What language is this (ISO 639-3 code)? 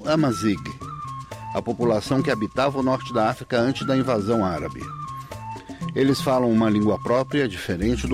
por